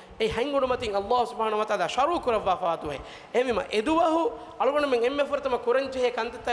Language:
Divehi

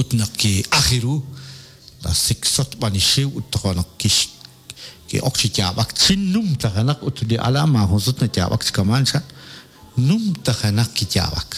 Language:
Kekchí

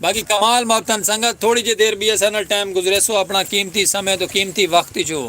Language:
Saraiki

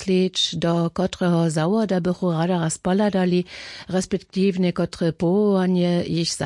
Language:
Upper Sorbian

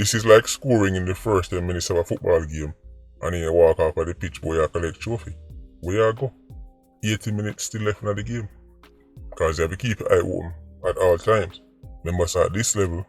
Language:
Jamaican Creole English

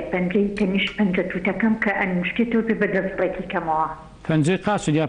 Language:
Central Kurdish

